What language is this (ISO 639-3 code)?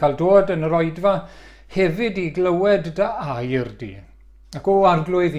cym